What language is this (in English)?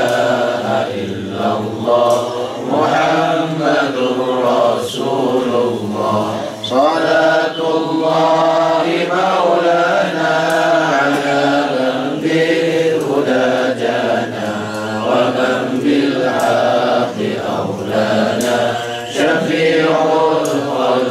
Malay